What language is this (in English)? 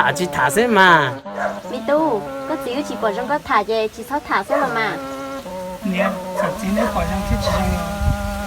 Hmong